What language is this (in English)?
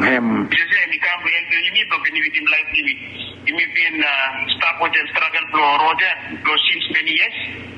Bislama